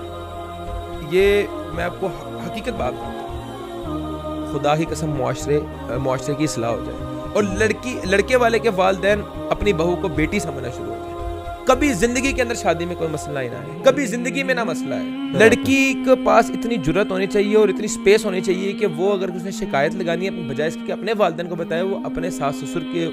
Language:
Urdu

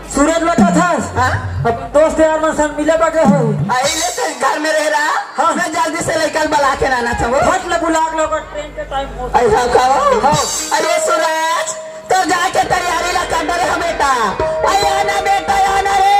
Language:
Chhattisgarhi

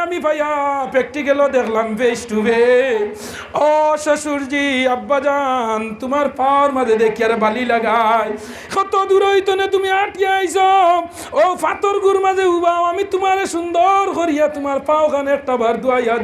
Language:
Sylheti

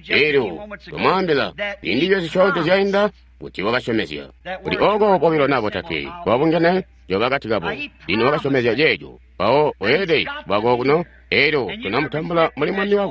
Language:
Tonga (Zambia)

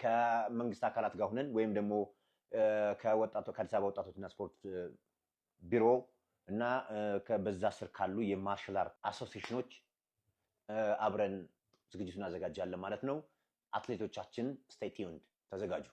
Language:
Amharic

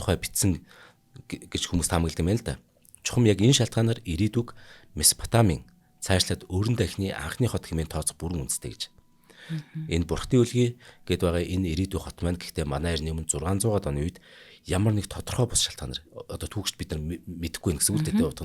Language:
Mongolian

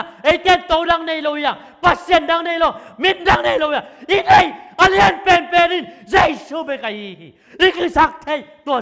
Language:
Tedim Chin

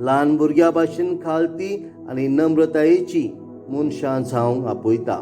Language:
Konkani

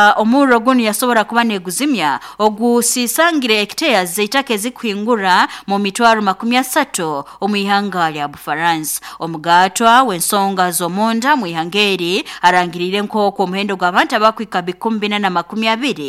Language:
Nyoro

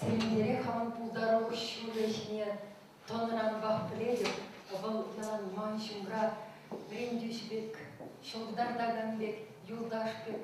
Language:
Chuvash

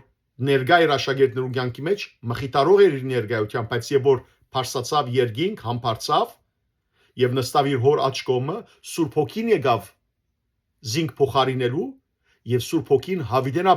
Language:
Western Armenian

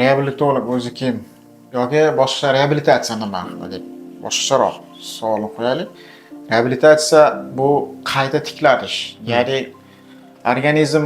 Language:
Uzbek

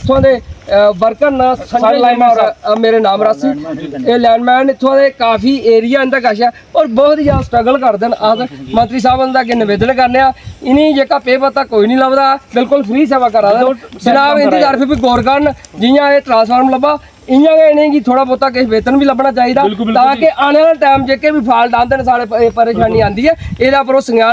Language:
Dogri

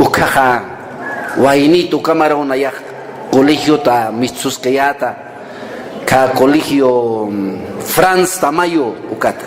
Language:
Aymara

